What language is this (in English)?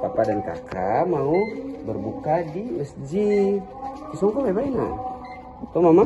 Ambonese Malay